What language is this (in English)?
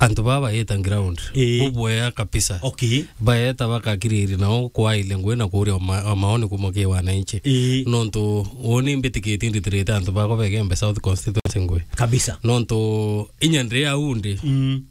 Meru